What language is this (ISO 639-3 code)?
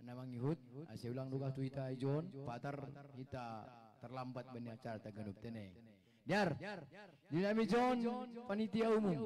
bts